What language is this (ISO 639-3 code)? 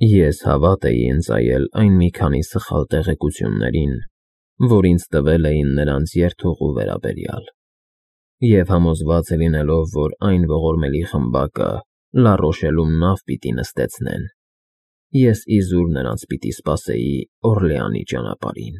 hye